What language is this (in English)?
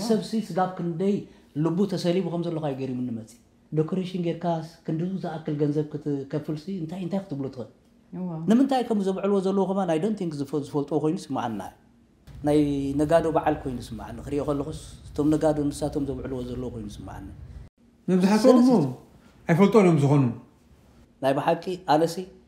Tigrinya